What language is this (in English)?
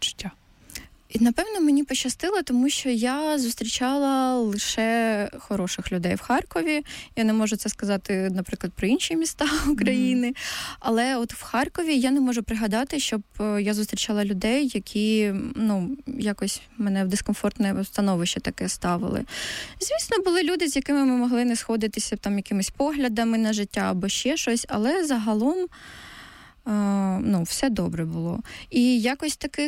Ukrainian